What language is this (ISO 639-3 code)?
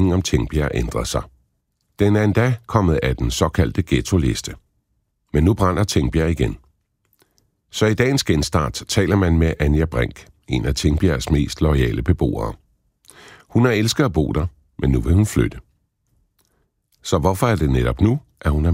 dan